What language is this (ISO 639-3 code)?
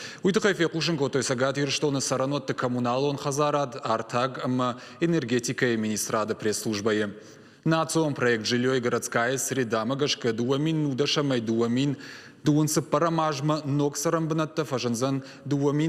oss